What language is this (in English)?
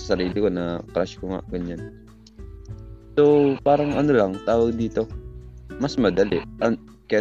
Filipino